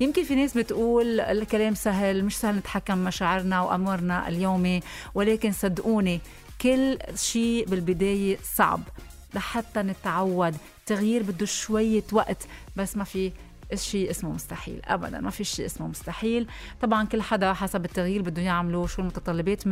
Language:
North Levantine Arabic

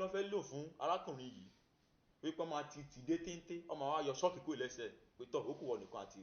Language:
Yoruba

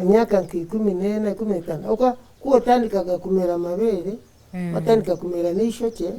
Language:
Nyankole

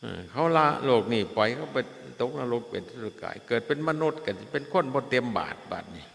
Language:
Northeastern Thai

